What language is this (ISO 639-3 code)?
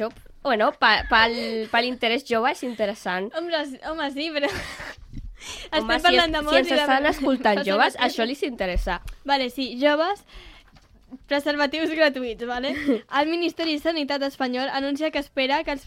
cat